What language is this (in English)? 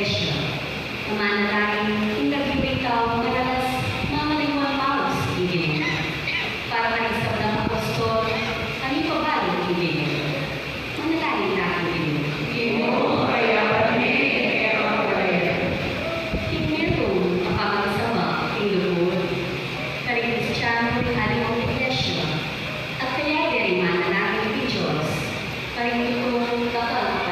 Pampanga